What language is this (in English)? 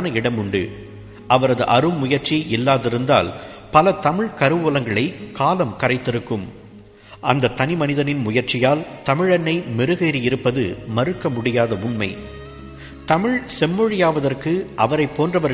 Tamil